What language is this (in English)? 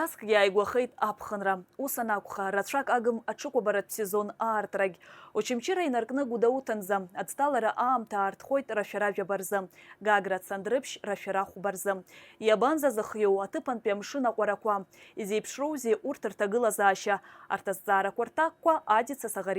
Abkhazian